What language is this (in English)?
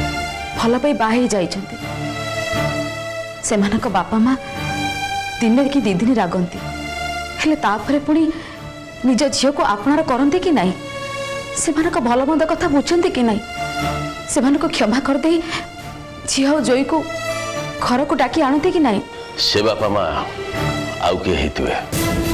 Odia